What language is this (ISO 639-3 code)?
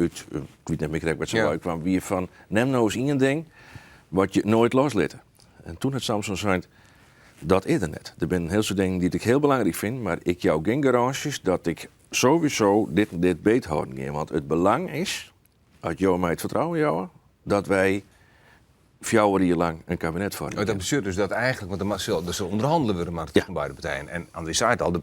fry